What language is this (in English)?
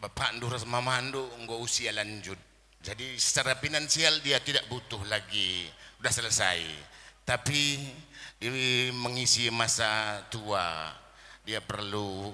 Batak Karo